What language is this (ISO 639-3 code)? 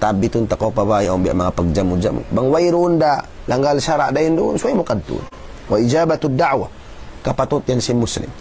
tsg